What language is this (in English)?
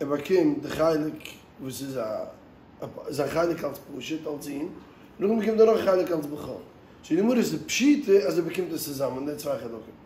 Yiddish